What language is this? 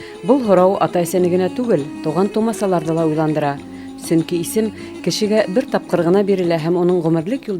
Bashkir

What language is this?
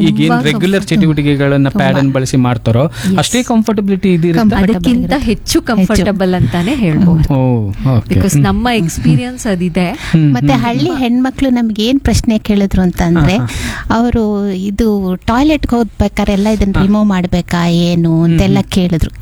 Kannada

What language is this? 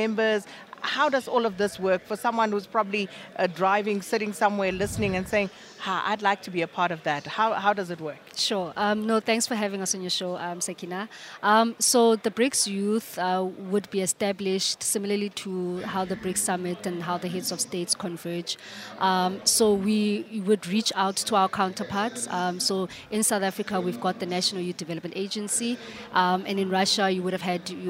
English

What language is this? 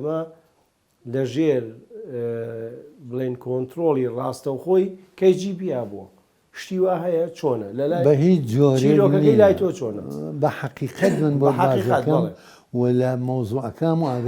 Central Kurdish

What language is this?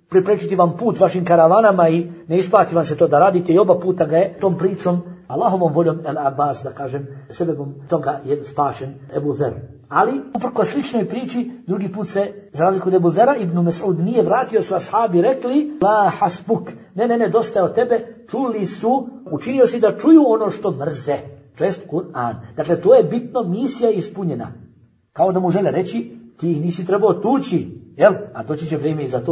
Bosnian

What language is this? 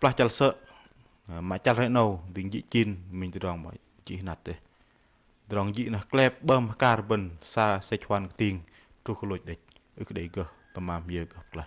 Bahnar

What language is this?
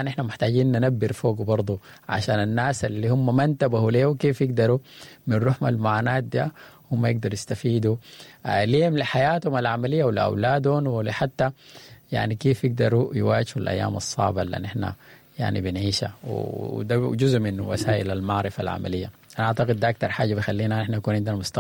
Sudanese Arabic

